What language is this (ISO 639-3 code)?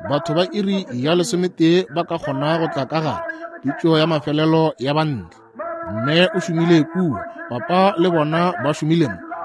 nso